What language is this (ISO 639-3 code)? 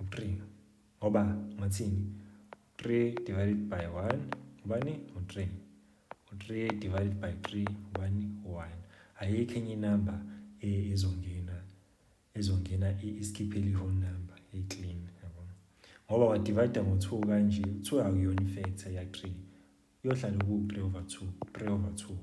zul